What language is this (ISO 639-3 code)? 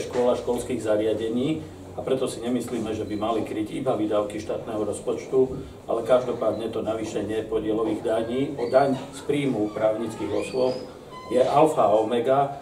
slk